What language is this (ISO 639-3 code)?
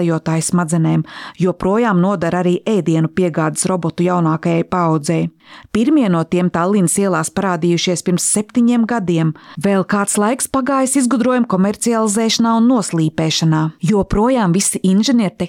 lav